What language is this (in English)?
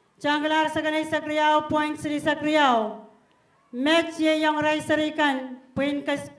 Pohnpeian